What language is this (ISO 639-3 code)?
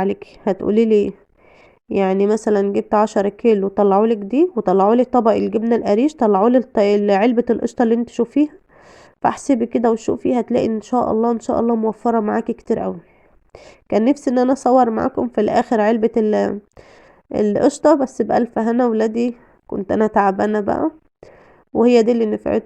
arz